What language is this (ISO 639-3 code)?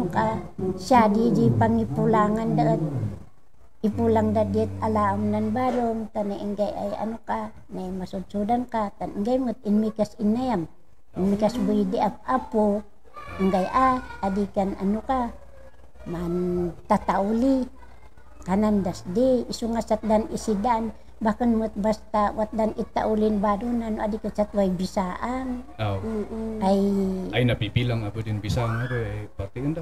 kne